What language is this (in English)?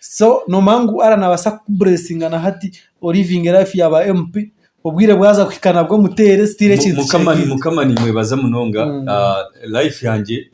Nyankole